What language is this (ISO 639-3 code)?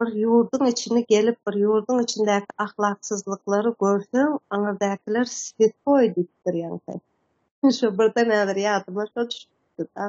tuk